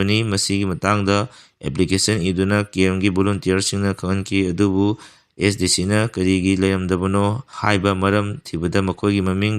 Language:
Manipuri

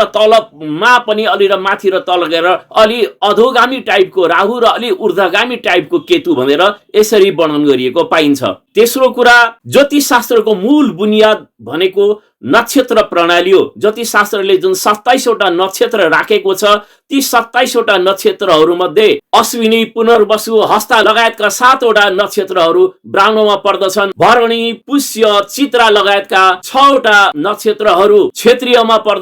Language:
Nepali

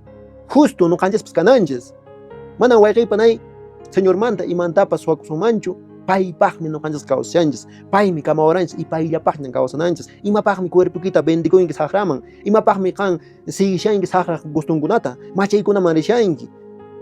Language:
Quechua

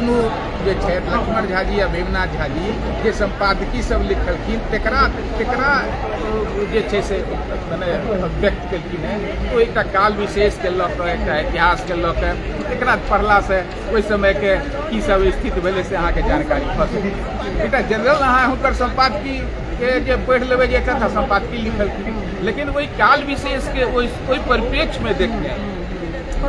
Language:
Maithili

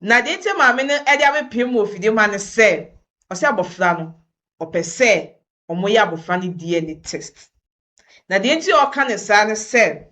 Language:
Akan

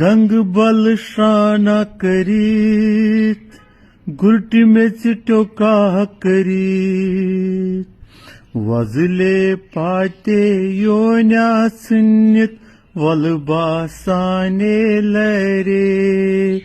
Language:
Kashmiri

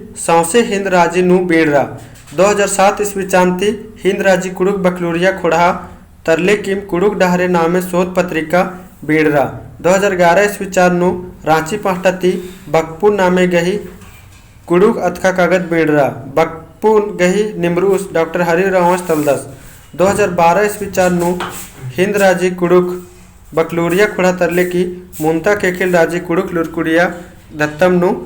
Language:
Kurukh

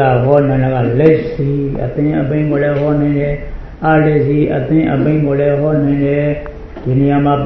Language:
Burmese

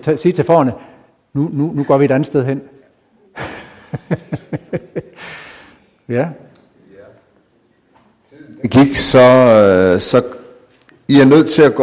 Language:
Danish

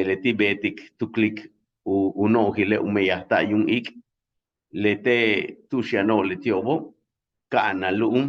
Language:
Yucateco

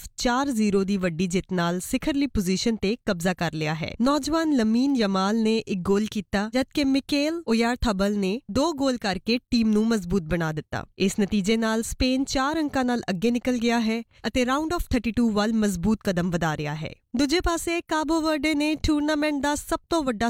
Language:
Punjabi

